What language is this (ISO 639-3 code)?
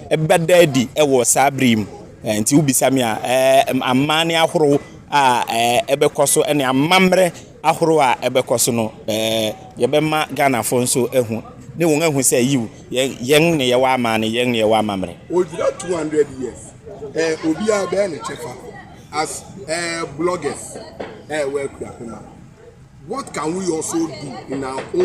aka